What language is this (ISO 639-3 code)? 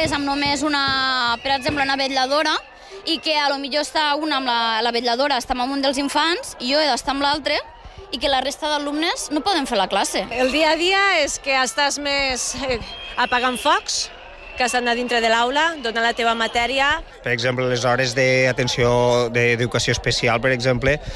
cat